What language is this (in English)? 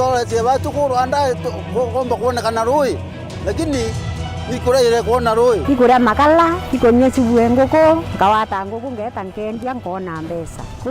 Meru